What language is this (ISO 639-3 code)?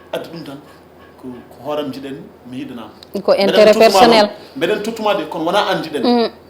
ful